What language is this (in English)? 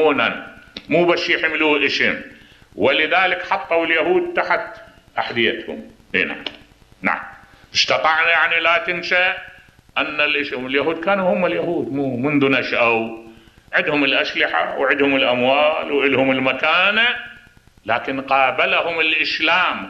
Mesopotamian Arabic